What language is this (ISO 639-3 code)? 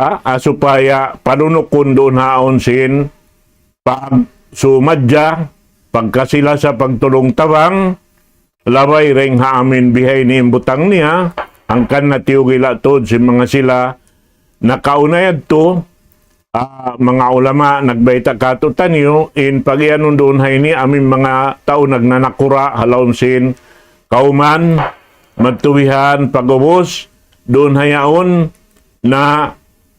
tsg